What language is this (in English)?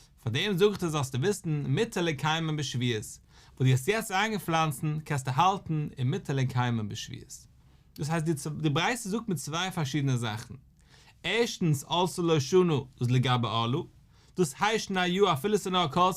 Yiddish